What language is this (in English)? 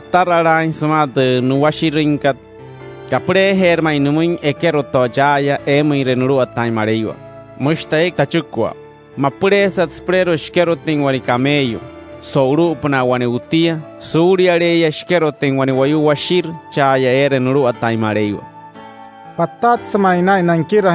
Wayuu